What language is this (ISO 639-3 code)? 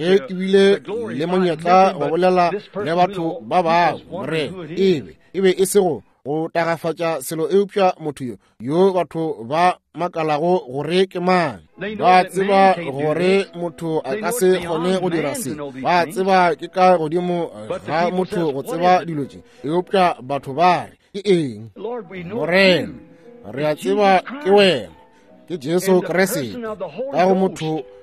nso